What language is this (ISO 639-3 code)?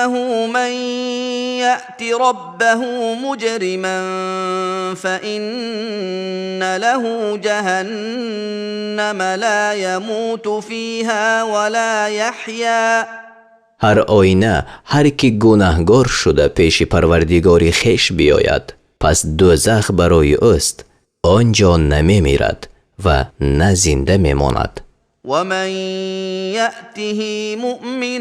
tgk